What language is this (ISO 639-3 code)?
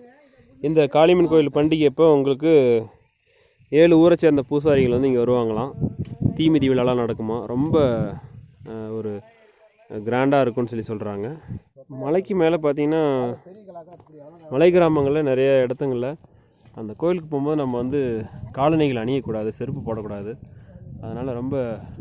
tam